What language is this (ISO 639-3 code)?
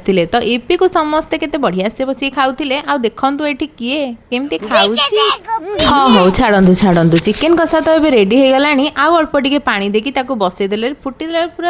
ori